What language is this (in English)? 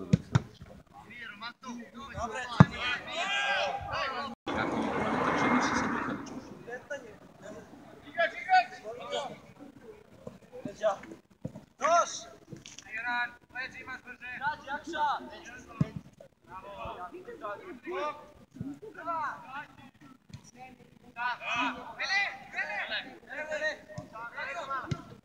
Croatian